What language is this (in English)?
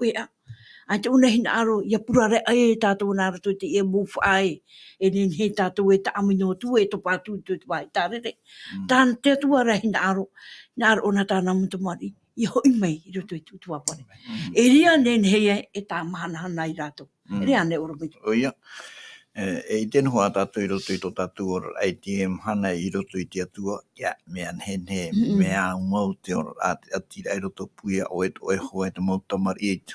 Tahitian